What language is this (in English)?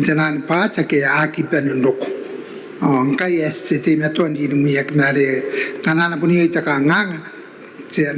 Gilbertese